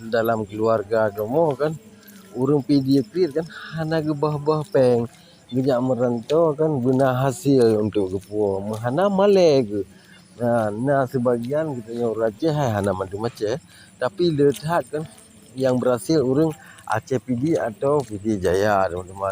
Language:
Achinese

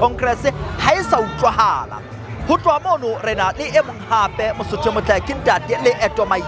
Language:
Southern Sotho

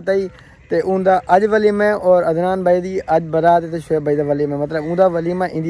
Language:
Saraiki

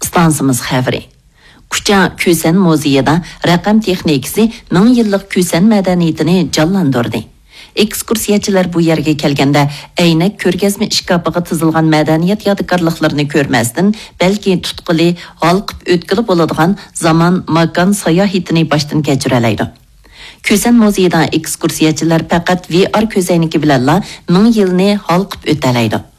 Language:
Uyghur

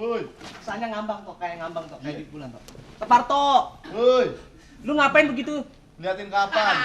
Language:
Betawi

